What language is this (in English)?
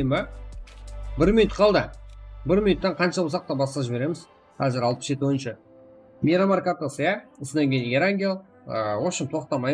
Kara-Kalpak